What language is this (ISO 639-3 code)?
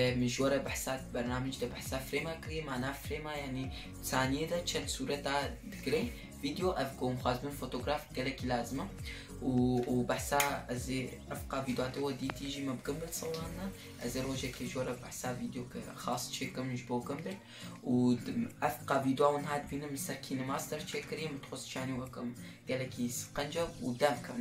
kur